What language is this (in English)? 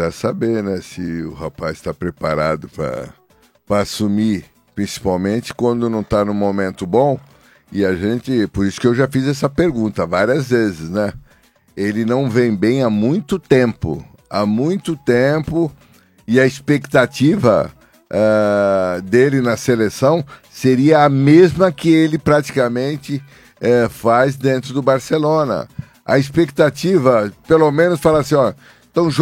Portuguese